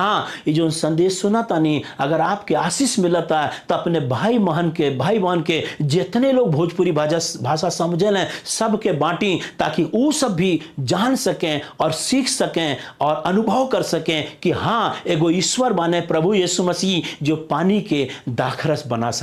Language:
Bhojpuri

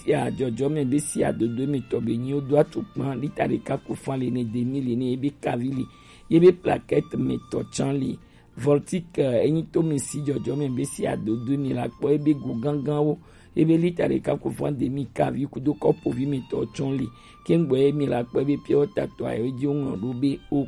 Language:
Gen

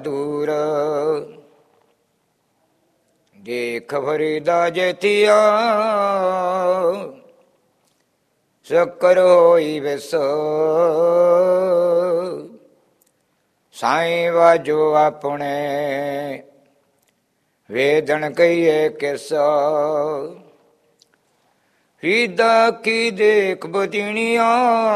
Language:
Punjabi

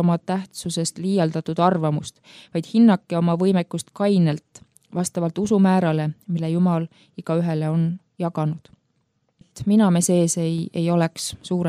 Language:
Estonian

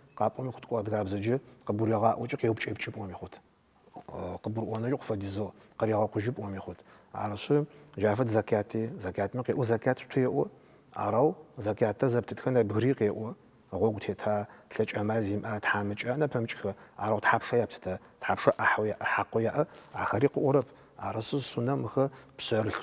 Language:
Adyghe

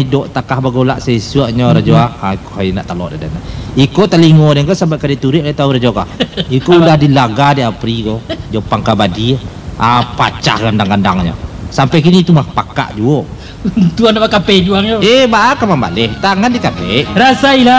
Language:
Minangkabau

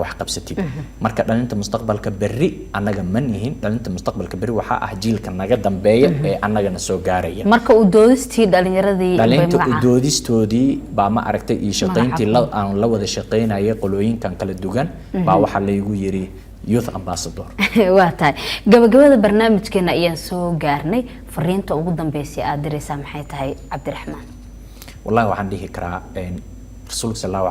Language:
Somali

